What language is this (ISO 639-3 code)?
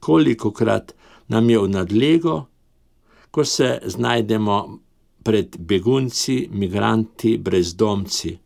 slv